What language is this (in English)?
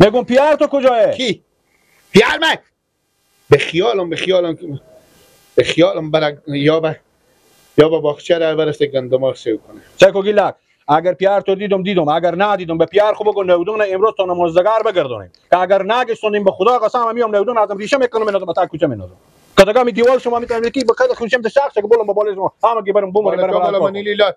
Persian